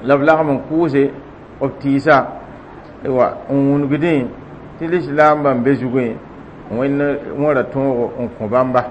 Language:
Mossi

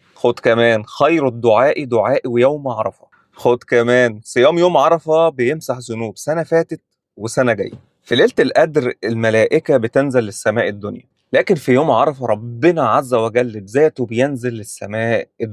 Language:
Egyptian Arabic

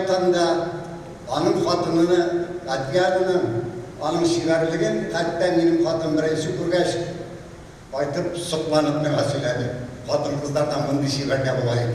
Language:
Tatar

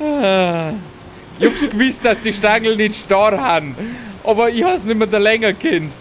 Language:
Bavarian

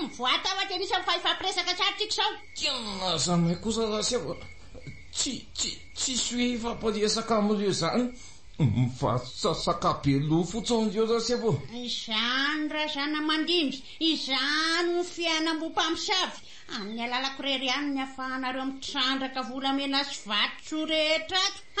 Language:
Malagasy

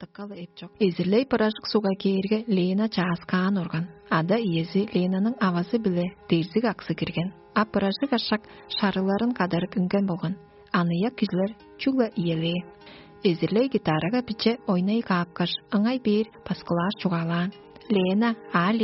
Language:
Tuvinian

